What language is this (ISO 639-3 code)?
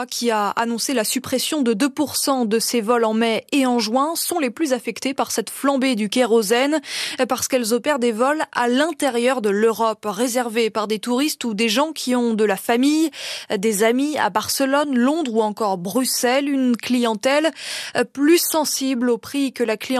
fra